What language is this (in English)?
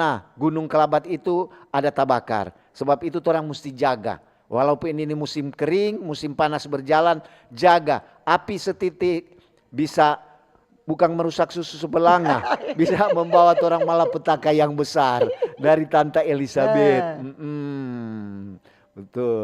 Manado Malay